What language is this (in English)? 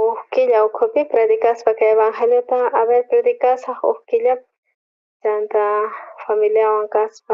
South Bolivian Quechua